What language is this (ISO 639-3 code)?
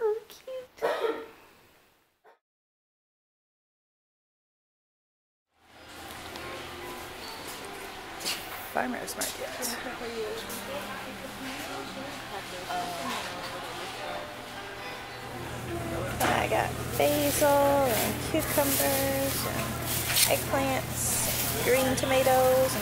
eng